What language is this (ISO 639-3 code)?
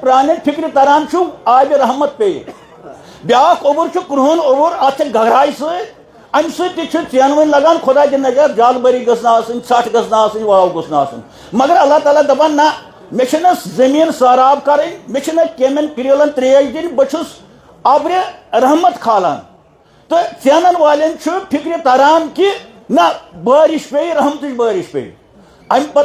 kas